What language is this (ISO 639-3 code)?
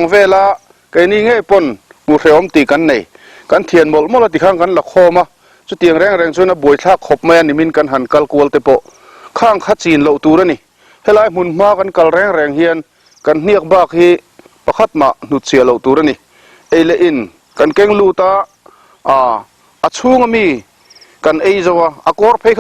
lus